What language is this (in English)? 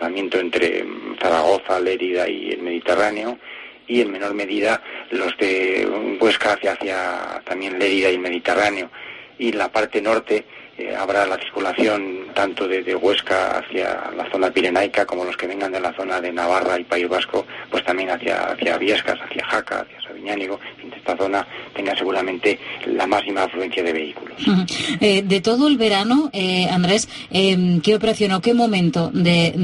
Spanish